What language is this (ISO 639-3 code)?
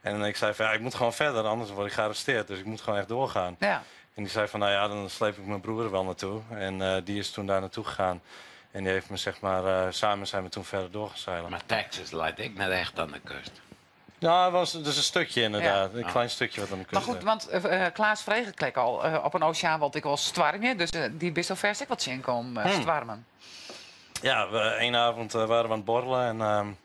fry